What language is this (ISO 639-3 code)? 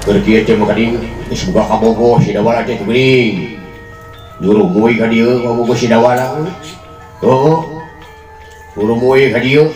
sun